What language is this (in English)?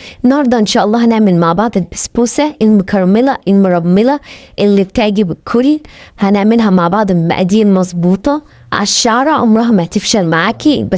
Egyptian Arabic